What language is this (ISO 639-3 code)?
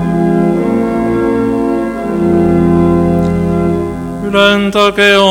est